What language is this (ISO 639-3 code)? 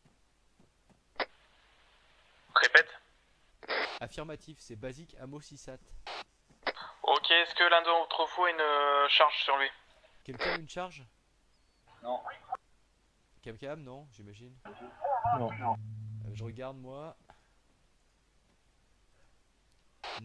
fra